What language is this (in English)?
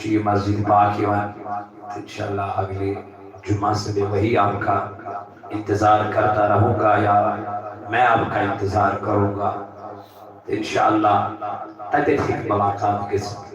Kashmiri